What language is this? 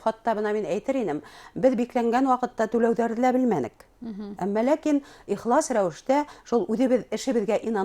Bashkir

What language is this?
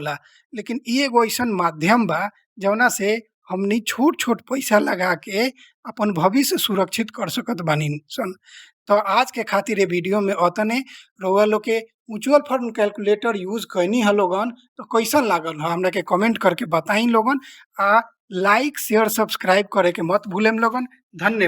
Bhojpuri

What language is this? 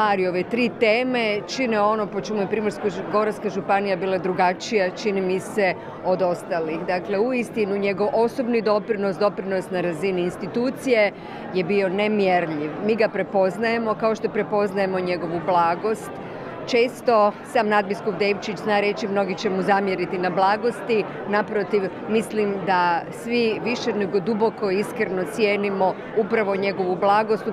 Croatian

